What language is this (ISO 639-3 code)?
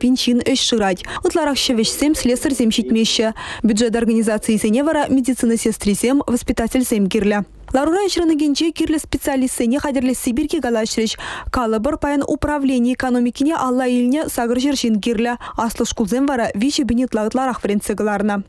chv